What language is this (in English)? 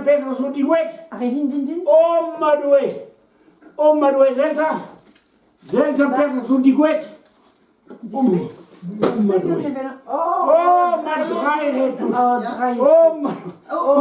Breton